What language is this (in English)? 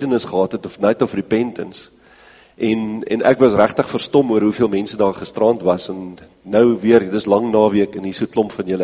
Afrikaans